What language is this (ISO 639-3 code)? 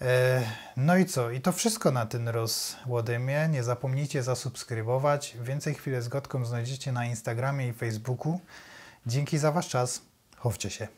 szl